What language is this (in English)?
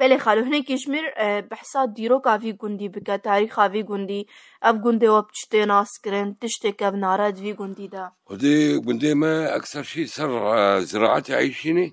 Kurdish